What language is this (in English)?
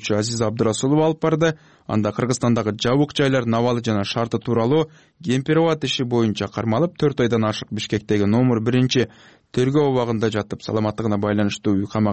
Kyrgyz